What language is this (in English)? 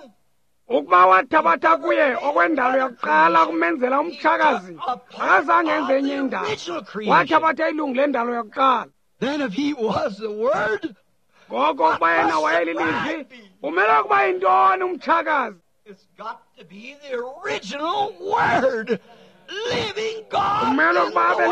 Xhosa